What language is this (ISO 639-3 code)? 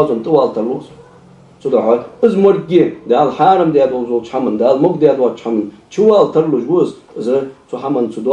inh